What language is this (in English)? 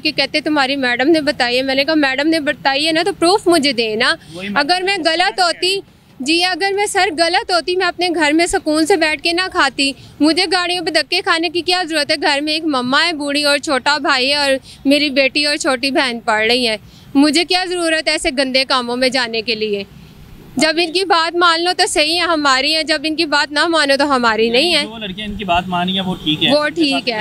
Hindi